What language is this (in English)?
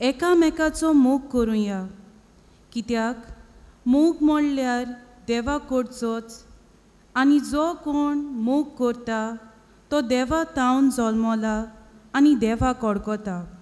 Konkani